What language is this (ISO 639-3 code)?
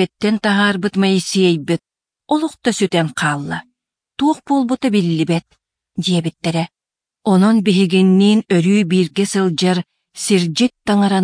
sah